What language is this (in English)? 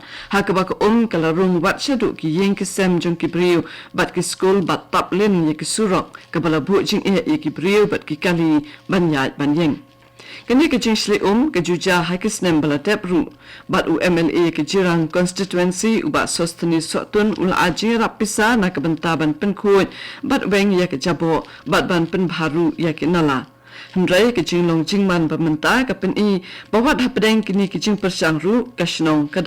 Khasi